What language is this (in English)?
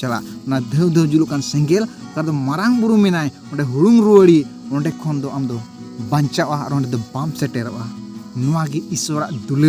Santali